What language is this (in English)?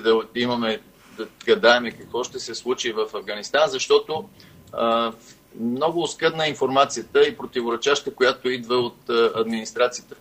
Bulgarian